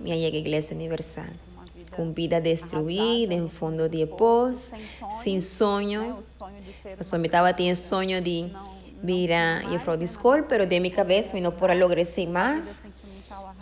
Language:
Papiamento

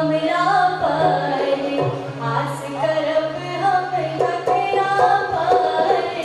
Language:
Maithili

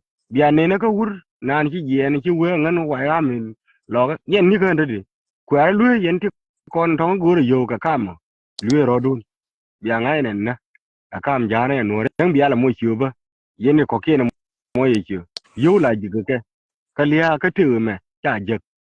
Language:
Nuer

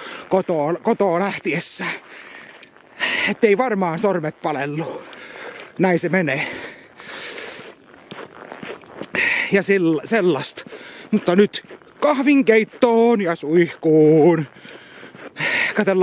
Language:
Finnish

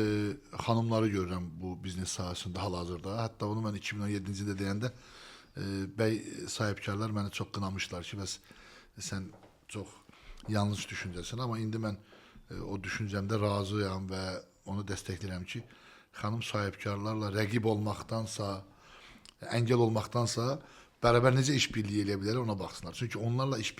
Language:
Azerbaijani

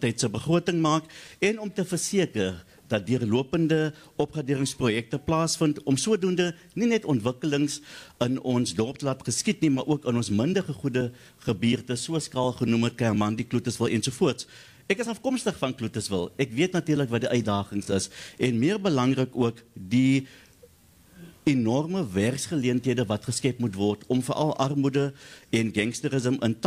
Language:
Afrikaans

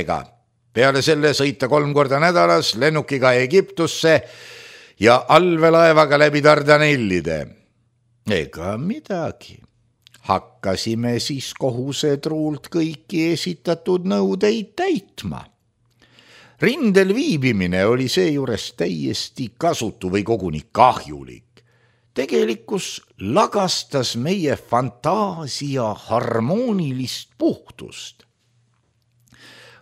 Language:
Estonian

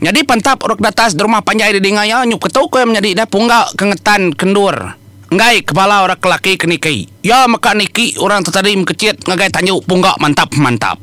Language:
Iban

